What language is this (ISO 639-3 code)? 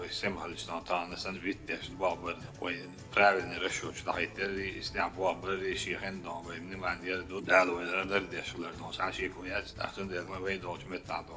che